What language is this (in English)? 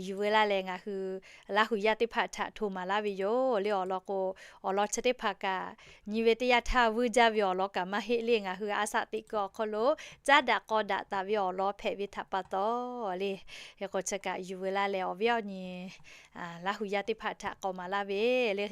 Lahu